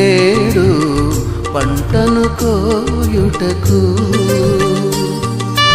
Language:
Telugu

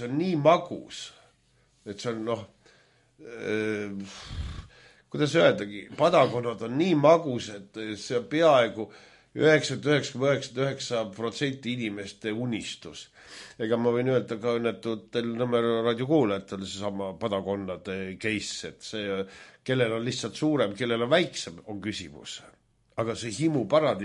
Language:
Estonian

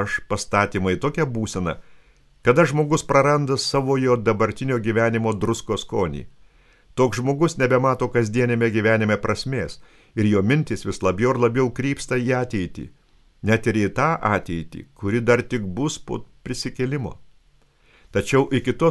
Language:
Lithuanian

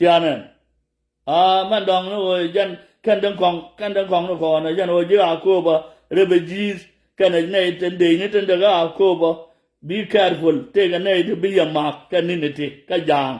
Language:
Nuer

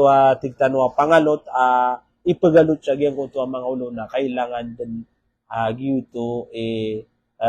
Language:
Maranao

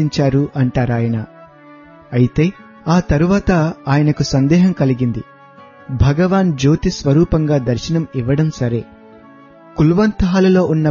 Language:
Telugu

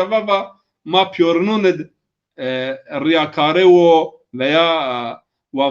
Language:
Zaza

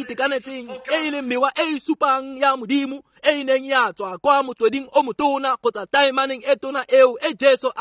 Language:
Tswana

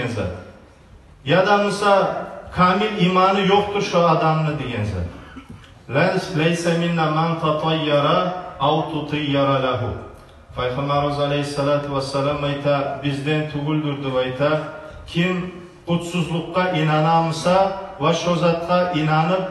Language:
Kumyk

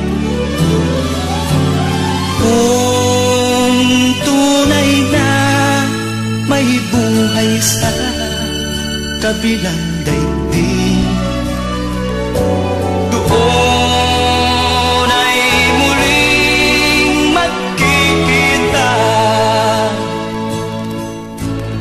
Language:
Filipino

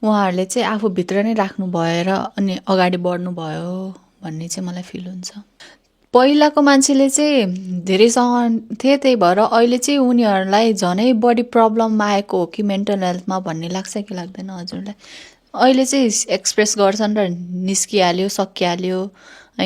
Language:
Nepali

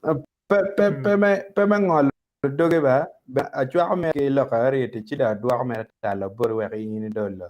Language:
Acoli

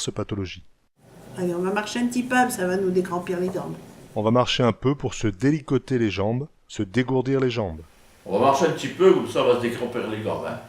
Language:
Picard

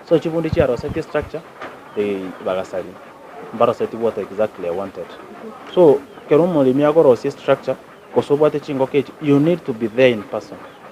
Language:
Gusii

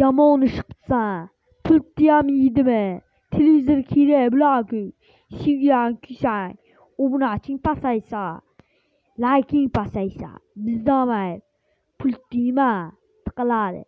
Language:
Uzbek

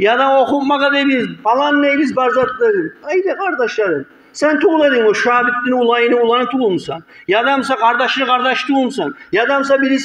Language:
Kumyk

